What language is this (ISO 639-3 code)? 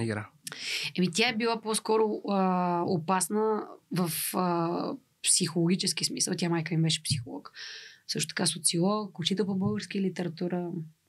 bul